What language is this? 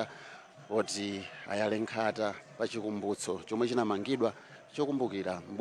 Nyanja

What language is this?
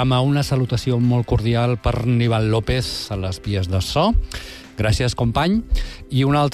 Catalan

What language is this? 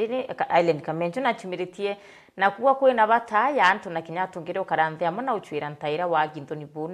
Meru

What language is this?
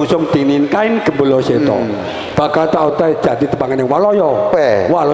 Javanese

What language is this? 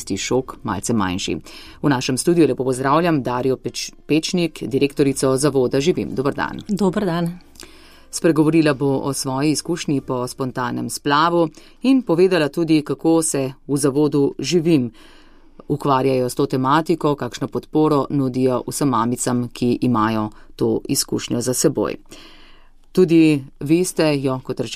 Slovenian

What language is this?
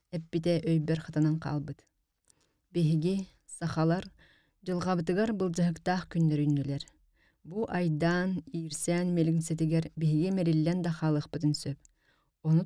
Yakut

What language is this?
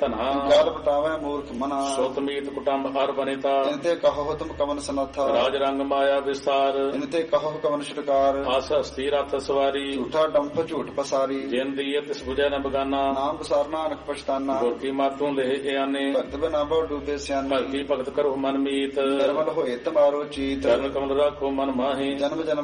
Punjabi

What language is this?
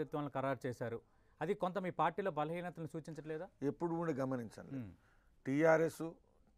Telugu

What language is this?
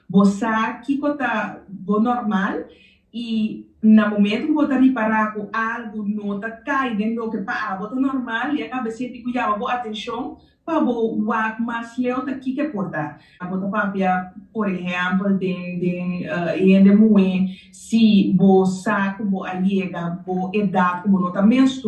Papiamento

